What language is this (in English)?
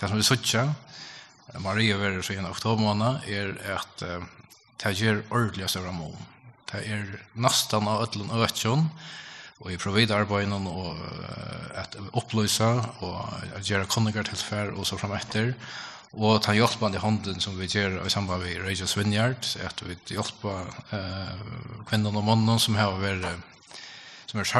Faroese